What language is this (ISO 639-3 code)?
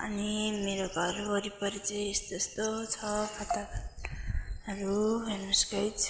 nep